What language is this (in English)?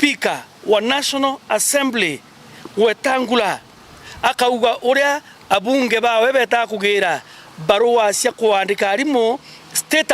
Meru